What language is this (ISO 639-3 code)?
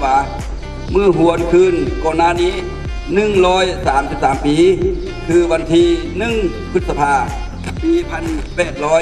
lao